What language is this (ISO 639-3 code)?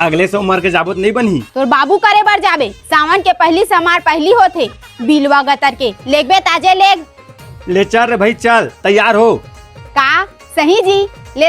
hne